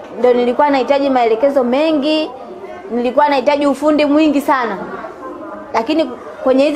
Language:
Swahili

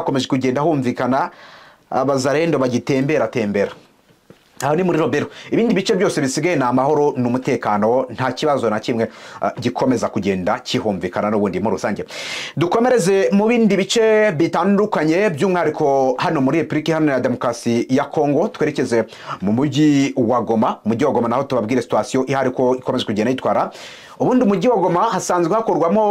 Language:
Kinyarwanda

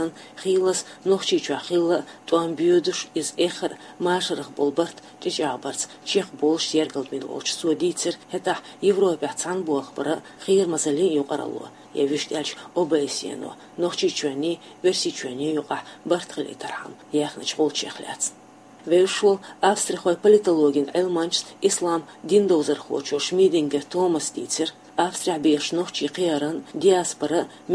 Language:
Chechen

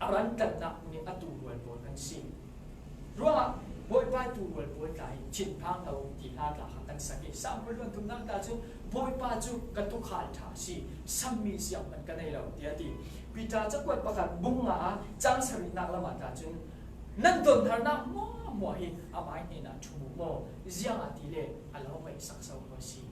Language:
Falam Chin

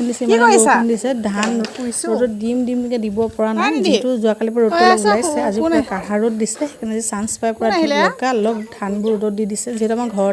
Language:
Assamese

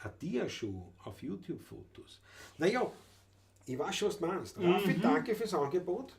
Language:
Bavarian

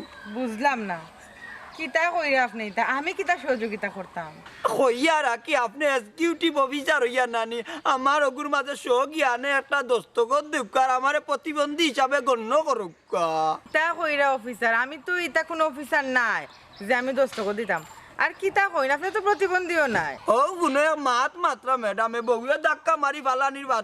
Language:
Sylheti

